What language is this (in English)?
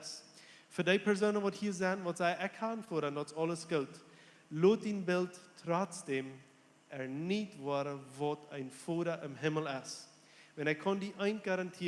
Plautdietsch